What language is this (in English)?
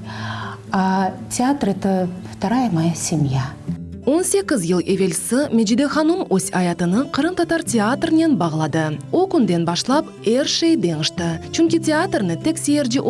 Crimean Tatar